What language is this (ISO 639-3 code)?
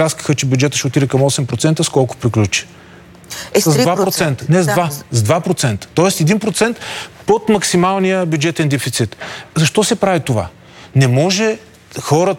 bul